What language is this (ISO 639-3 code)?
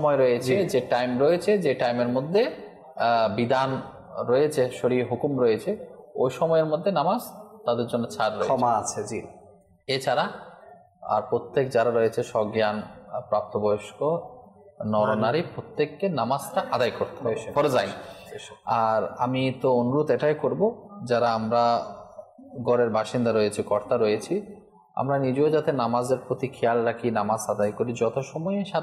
ben